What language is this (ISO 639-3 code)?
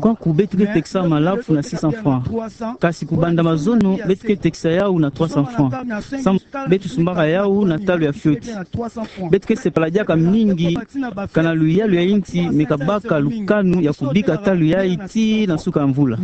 ktu